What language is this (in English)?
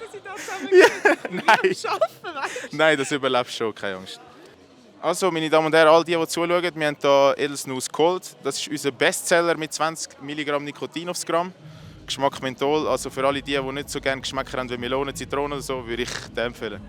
Swiss German